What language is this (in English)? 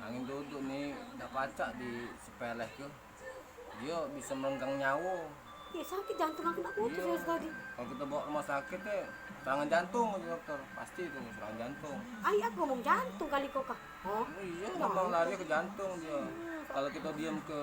Musi